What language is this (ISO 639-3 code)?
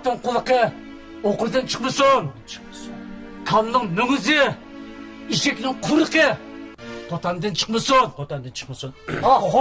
uig